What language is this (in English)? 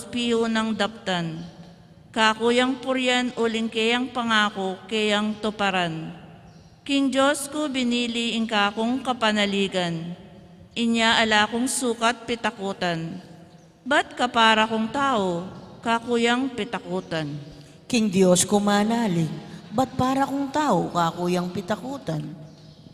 Pampanga